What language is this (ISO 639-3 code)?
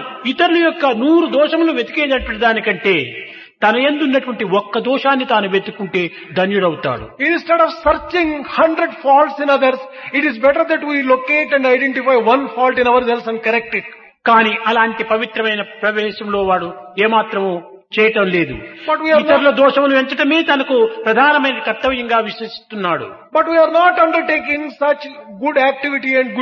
tel